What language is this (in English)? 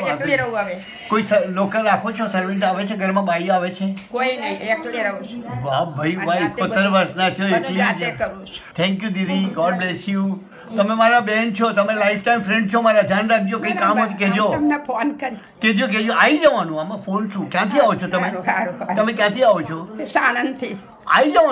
Gujarati